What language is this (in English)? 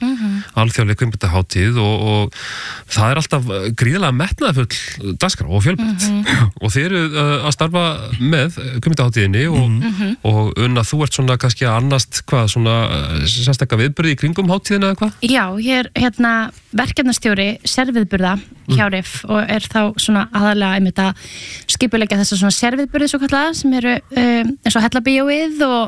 Icelandic